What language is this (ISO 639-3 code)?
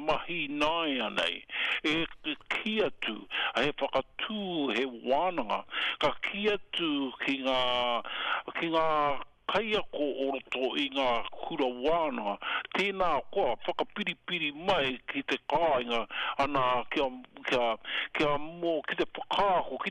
mri